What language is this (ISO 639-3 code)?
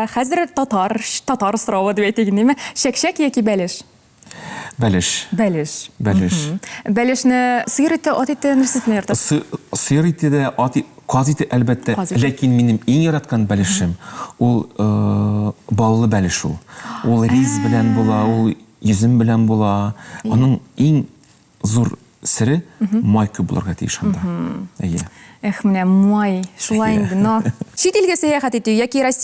tat